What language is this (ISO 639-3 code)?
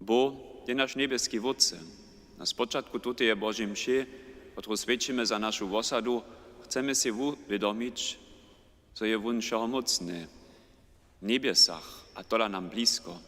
hsb